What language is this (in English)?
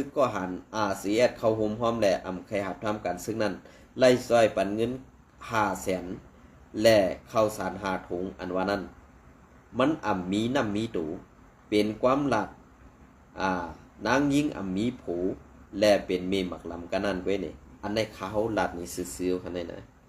Shan